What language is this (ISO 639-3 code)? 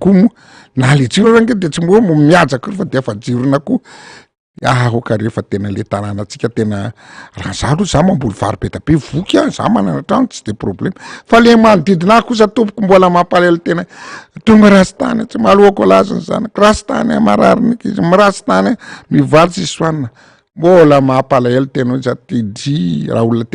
mlg